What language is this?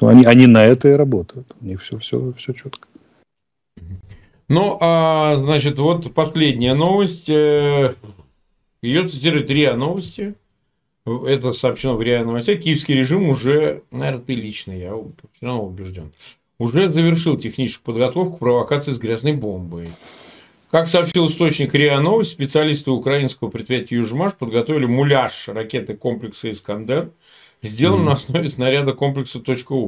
Russian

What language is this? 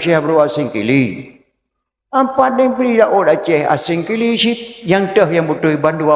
Achinese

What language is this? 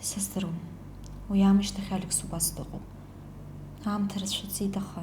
Abkhazian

